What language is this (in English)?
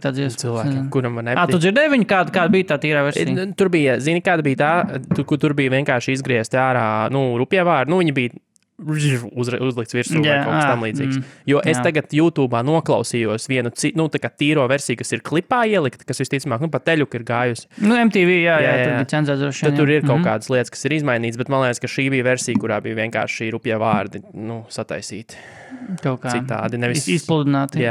Latvian